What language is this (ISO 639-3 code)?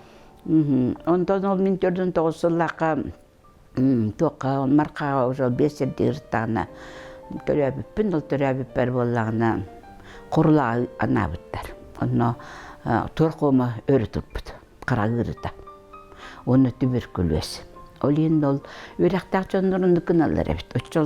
sah